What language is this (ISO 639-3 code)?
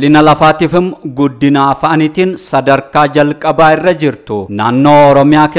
orm